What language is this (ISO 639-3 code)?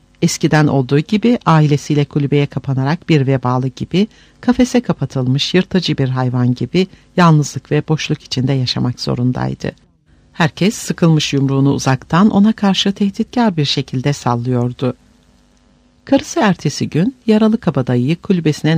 tur